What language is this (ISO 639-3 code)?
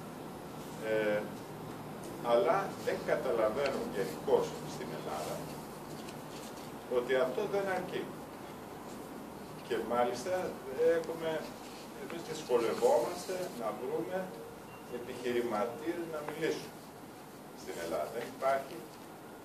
ell